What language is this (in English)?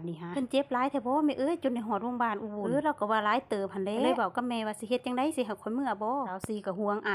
Lao